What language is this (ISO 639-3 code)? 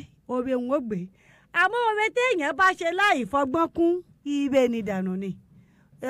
yor